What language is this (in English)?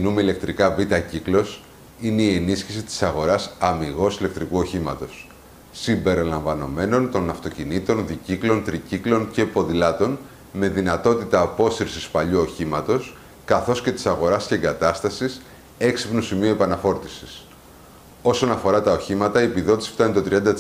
Greek